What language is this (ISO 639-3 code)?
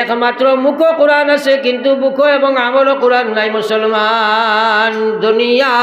syl